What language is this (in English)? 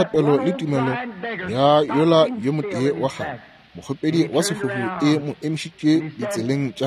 Northern Sotho